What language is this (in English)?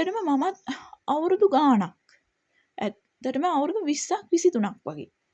Sinhala